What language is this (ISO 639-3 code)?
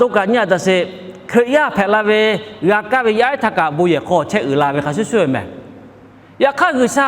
lhu